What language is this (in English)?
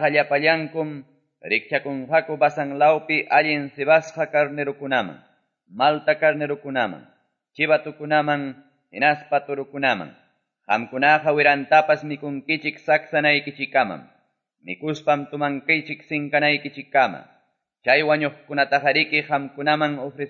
Quechua